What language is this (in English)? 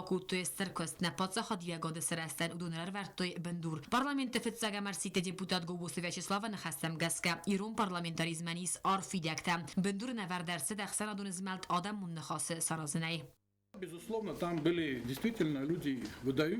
Ossetic